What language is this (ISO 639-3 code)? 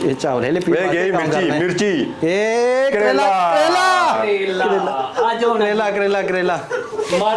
phr